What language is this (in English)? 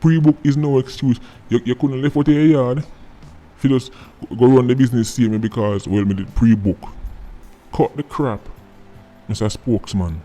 Jamaican Creole English